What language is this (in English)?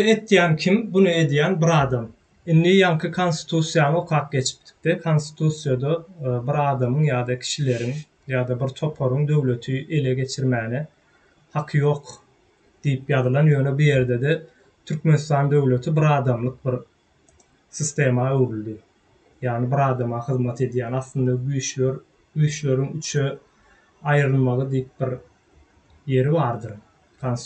Turkmen